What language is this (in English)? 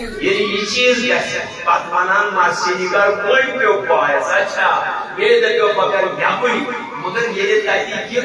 Kashmiri